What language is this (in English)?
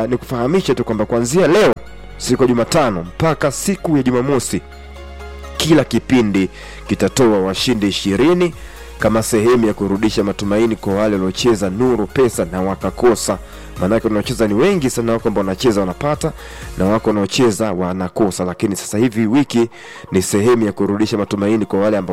Swahili